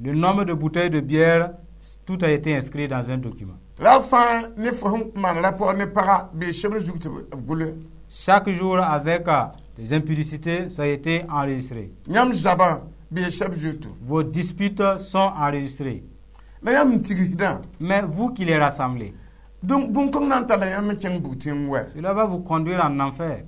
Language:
Mossi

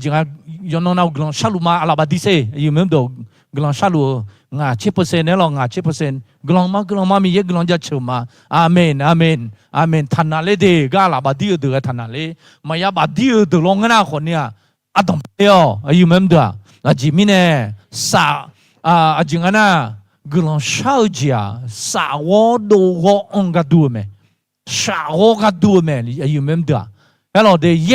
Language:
Akha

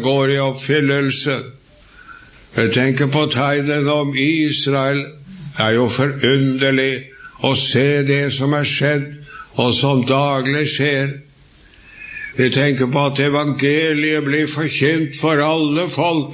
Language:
Norwegian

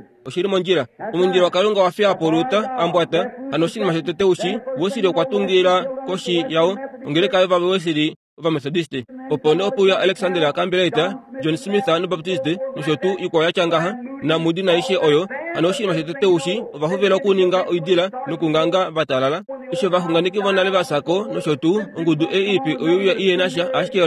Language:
Kuanyama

